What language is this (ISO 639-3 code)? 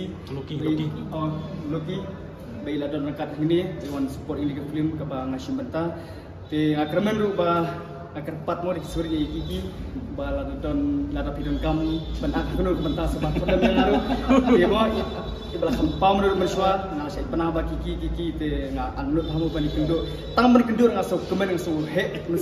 kha